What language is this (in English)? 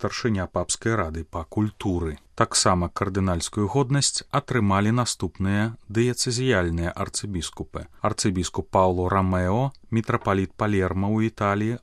Belarusian